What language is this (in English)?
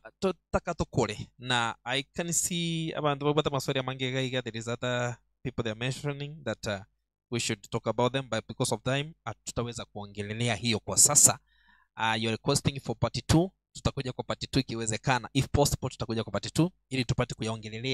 Gusii